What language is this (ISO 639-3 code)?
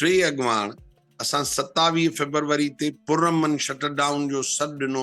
snd